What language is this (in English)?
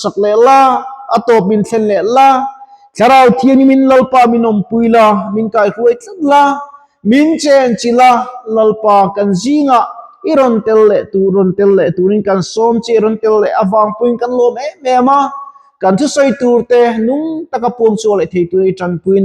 Mizo